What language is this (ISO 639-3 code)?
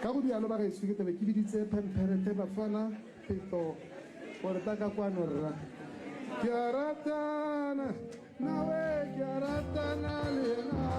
tsn